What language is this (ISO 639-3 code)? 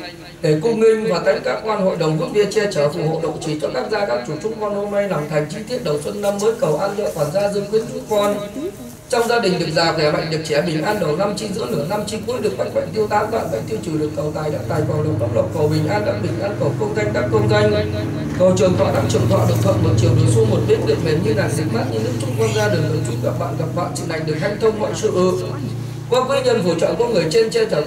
vie